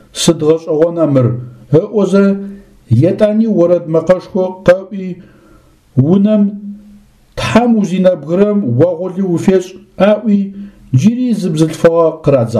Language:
Adyghe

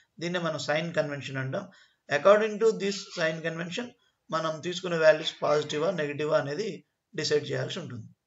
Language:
Telugu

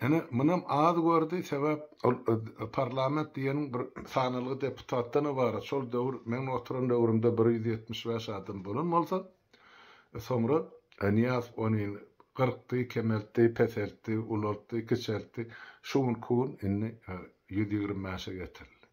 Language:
Turkmen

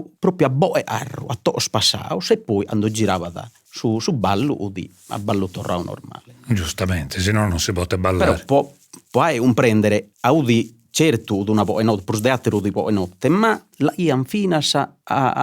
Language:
Sardinian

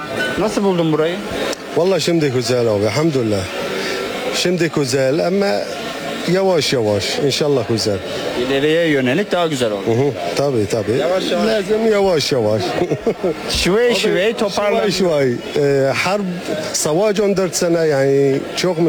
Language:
Turkish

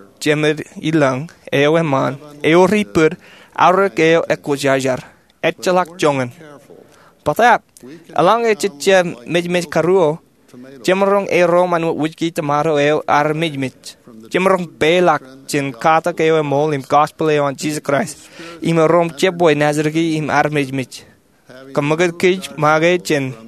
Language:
Marshallese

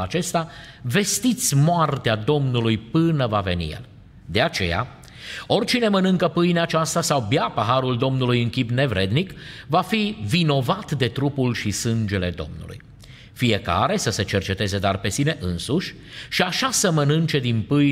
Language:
Romanian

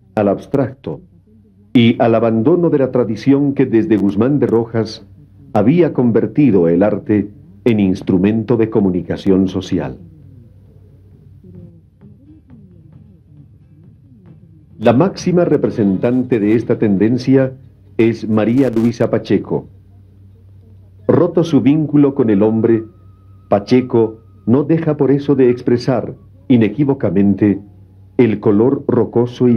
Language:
Spanish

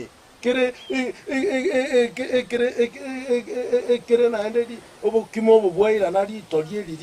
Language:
Gusii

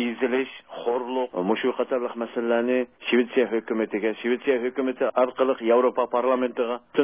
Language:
Uyghur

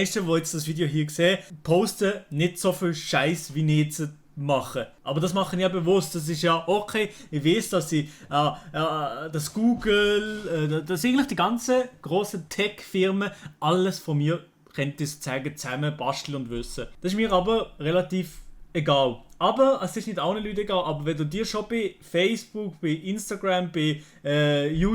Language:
Swiss German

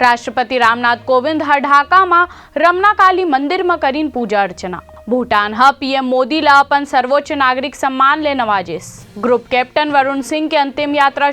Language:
Chhattisgarhi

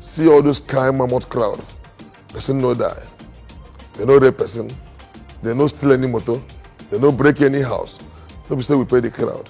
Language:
Nigerian Pidgin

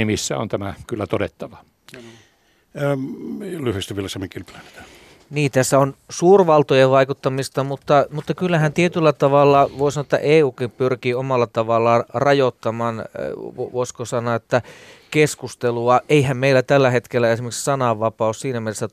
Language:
Finnish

